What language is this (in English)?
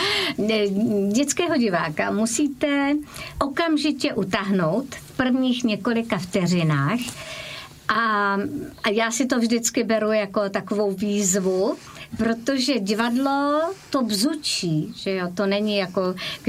Czech